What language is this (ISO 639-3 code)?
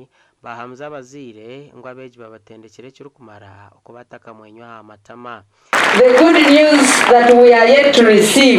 nyn